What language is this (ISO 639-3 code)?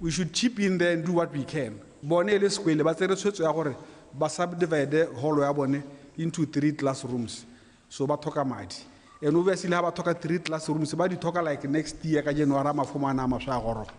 tsn